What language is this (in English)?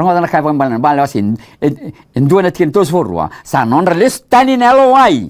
Fijian